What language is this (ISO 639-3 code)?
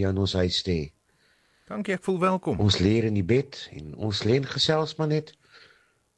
afr